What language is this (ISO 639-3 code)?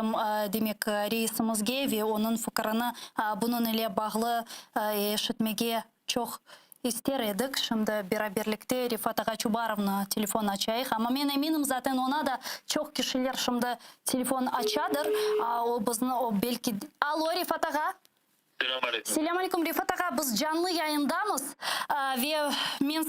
crh